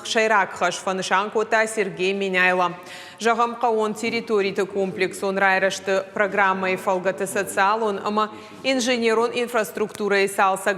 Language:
Ossetic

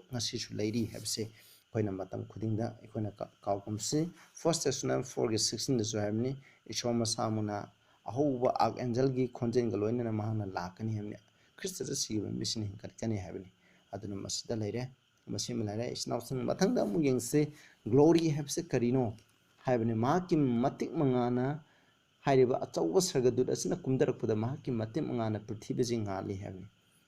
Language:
Manipuri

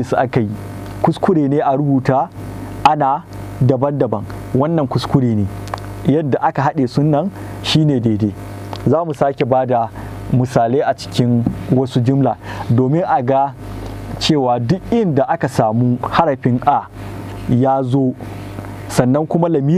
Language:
Hausa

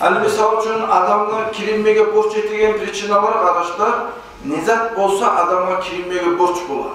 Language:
Kumyk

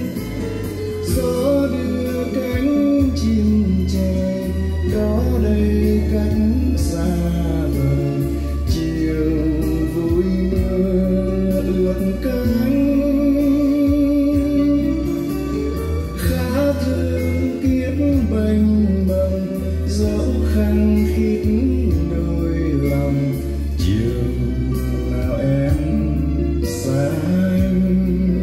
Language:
Vietnamese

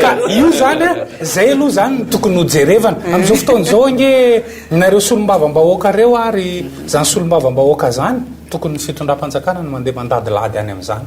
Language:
Malagasy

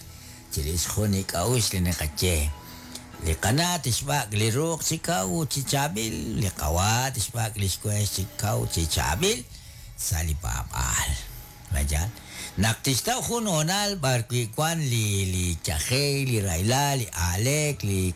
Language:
Kekchí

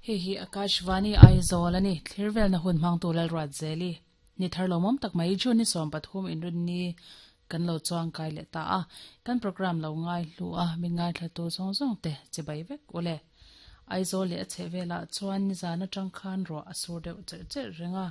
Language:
Mizo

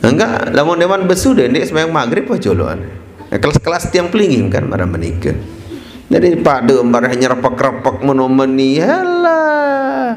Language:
Sasak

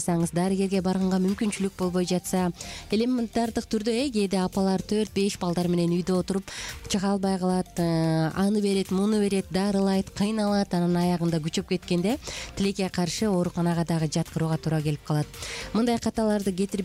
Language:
Kyrgyz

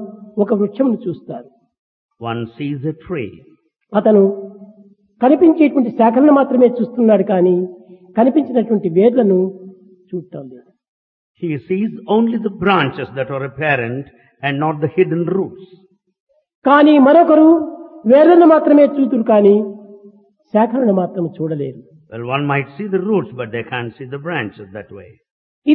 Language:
Telugu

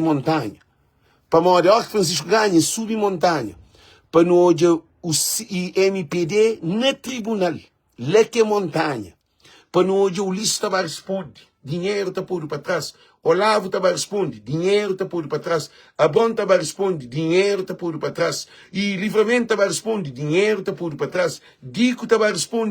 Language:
Kabuverdianu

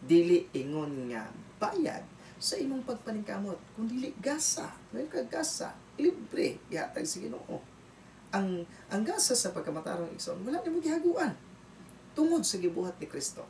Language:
Cebuano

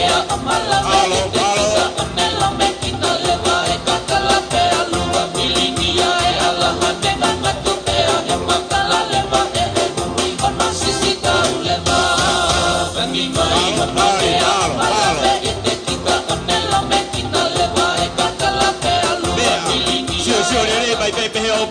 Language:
Tongan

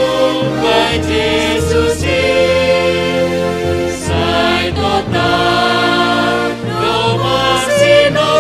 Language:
Batak Simalungun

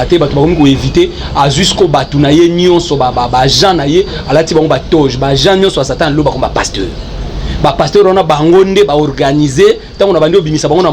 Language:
Lingala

